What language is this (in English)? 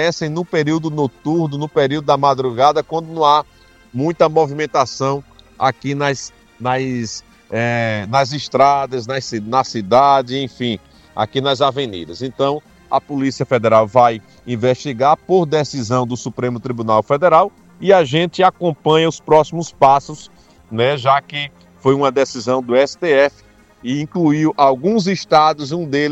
Portuguese